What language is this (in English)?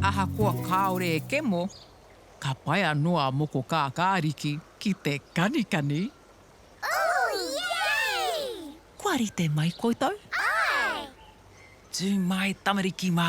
Māori